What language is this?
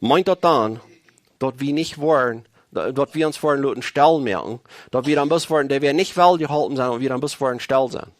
Plautdietsch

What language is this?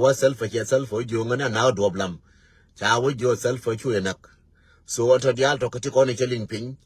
Nuer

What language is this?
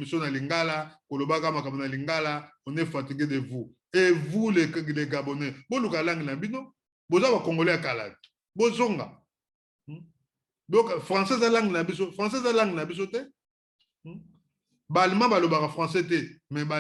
Lingala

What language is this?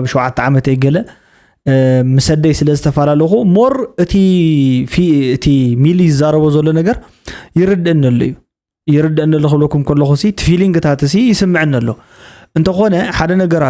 Tigrinya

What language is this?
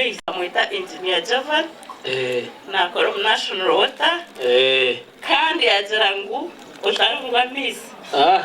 Nyankole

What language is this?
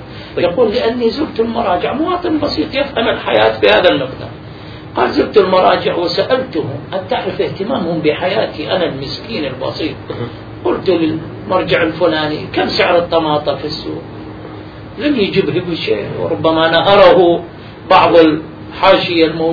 Arabic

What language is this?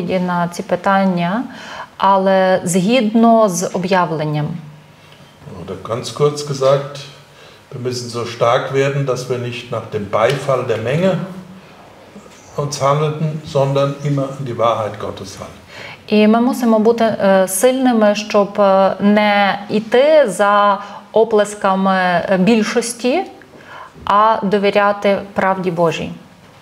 Ukrainian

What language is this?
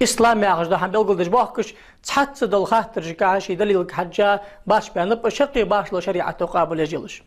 Chechen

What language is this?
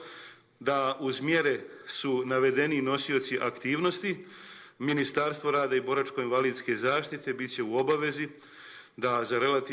Serbian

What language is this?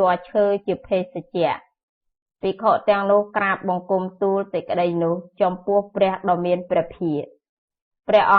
Khmer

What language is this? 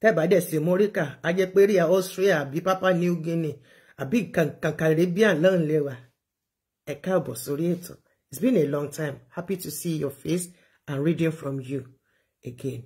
Yoruba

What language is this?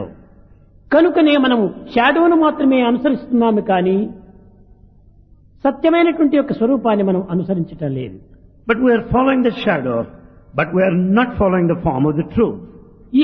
Telugu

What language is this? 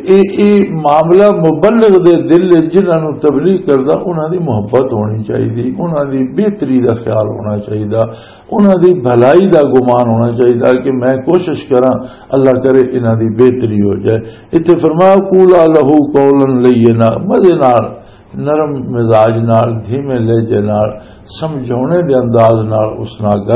Western Panjabi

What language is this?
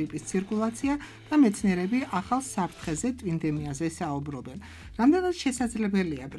Georgian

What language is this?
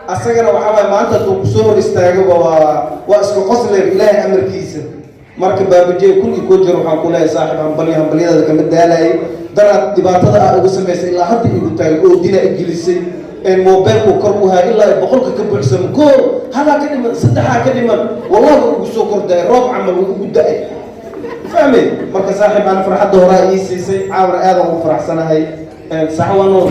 Somali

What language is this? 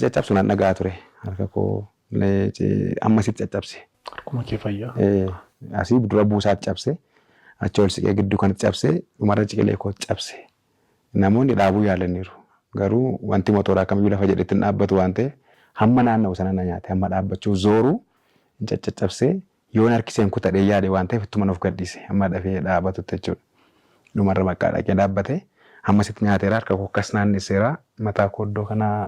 Oromo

